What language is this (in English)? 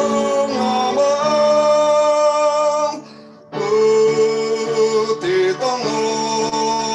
Batak Simalungun